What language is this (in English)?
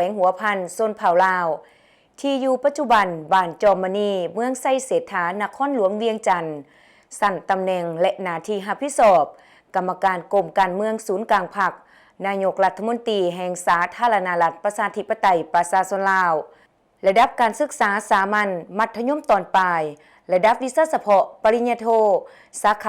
Lao